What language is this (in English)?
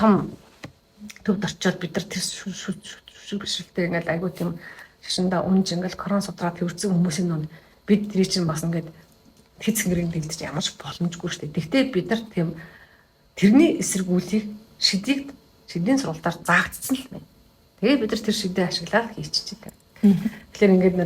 Mongolian